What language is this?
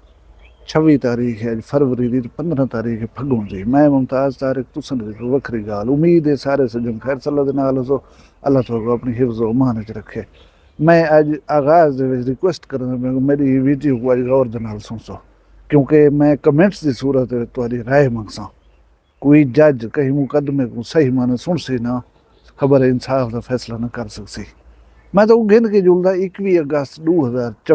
Saraiki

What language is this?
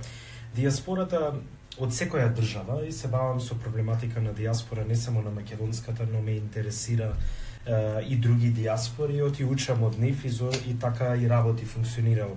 Macedonian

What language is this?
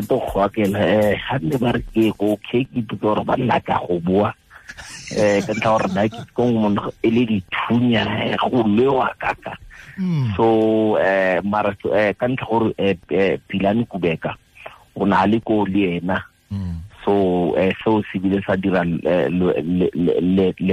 Tswana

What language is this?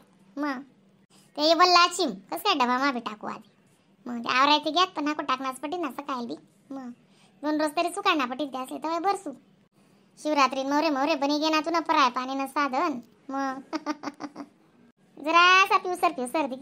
Khandesi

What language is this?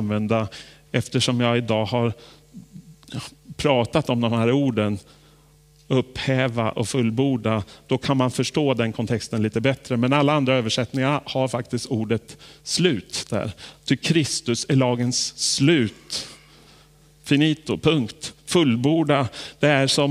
Swedish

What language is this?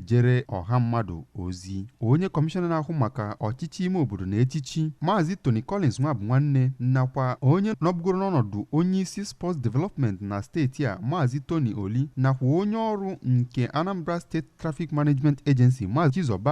Igbo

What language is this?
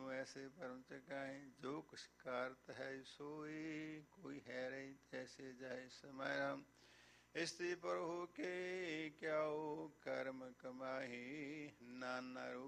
Punjabi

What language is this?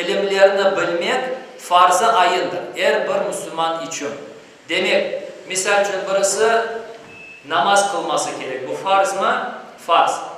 Crimean Tatar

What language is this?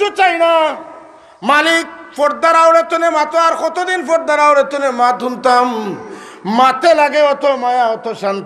Sylheti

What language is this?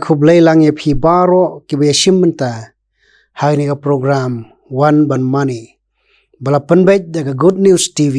Khasi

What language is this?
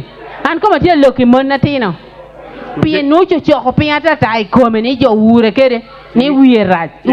Acoli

